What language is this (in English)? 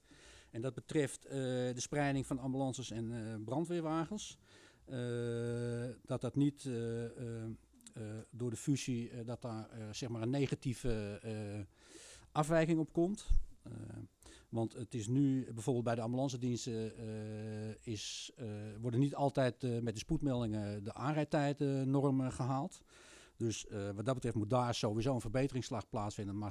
Dutch